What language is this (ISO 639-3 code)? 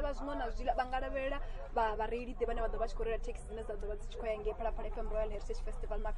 ven